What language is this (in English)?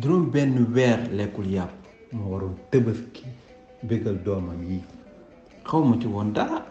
Wolof